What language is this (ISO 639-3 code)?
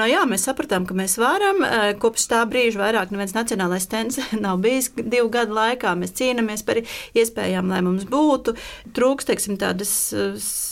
lav